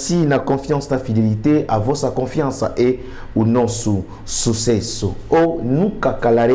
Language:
Lingala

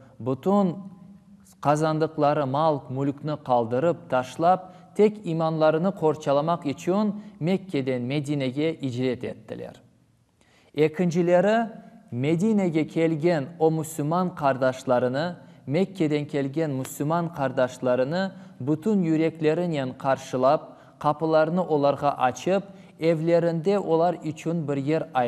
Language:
Crimean Tatar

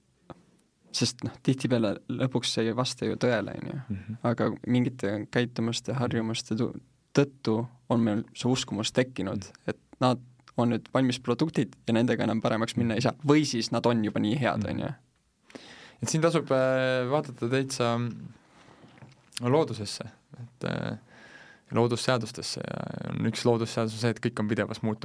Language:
Estonian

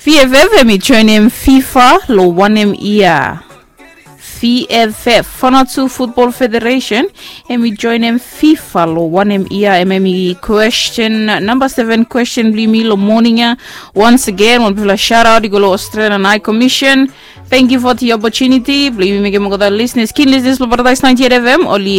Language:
Bislama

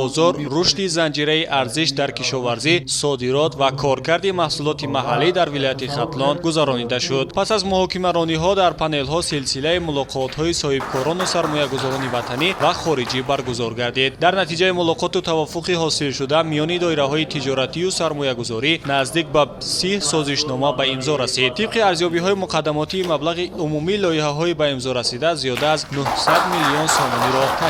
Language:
Tajik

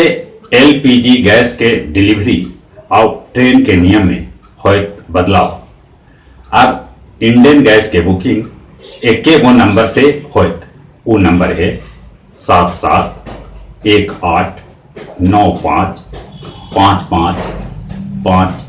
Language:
Magahi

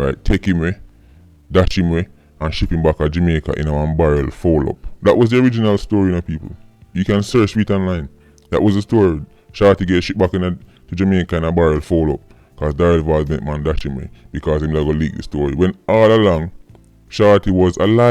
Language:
Jamaican Creole English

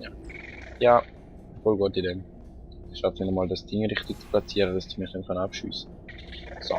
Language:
Swiss German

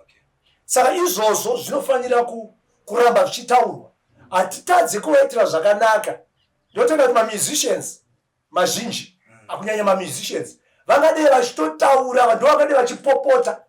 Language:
Shona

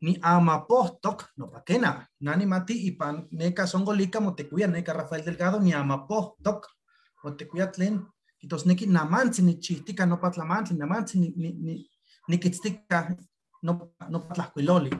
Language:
Eastern Huasteca Nahuatl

